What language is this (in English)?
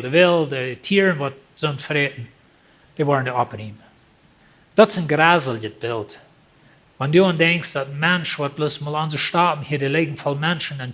Plautdietsch